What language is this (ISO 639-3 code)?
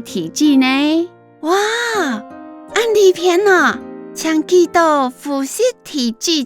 hak